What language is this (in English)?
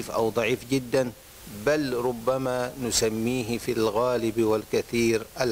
Arabic